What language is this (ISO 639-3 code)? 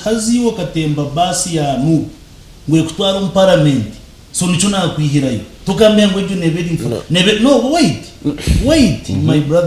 nyn